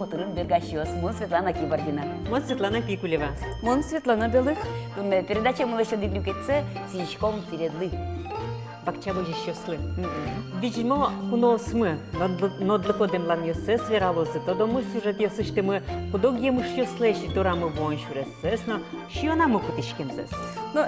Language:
Udmurt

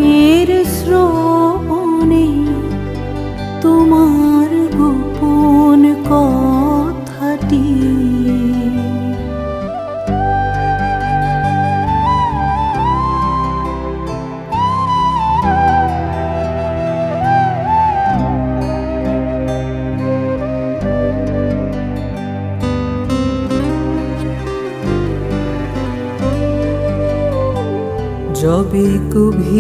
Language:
Bangla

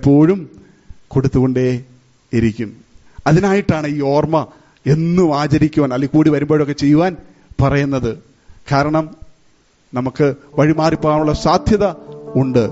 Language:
Malayalam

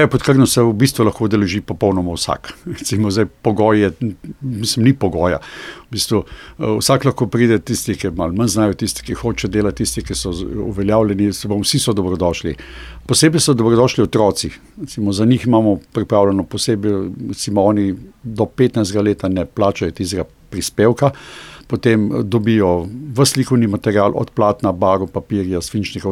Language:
Slovenian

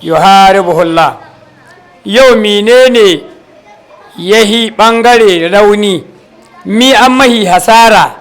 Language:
Hausa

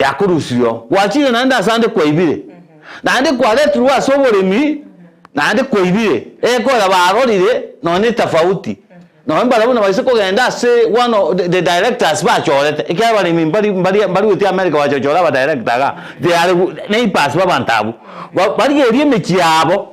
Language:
Gusii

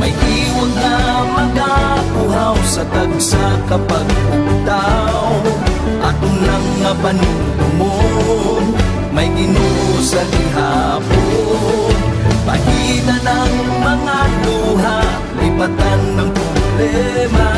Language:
Hiligaynon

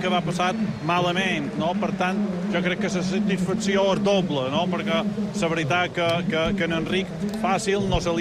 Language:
Catalan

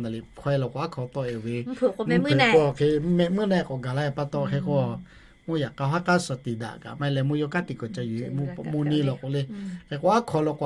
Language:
Lahu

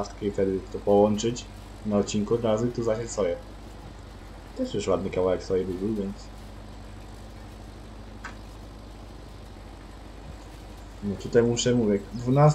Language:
Polish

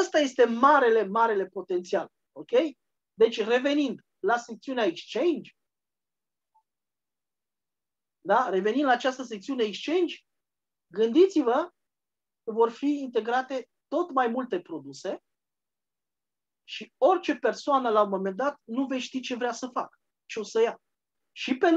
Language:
Romanian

